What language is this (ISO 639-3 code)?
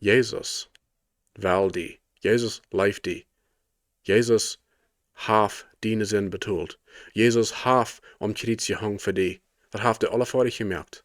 pdt